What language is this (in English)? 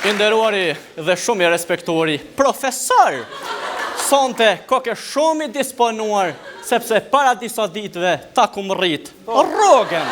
Albanian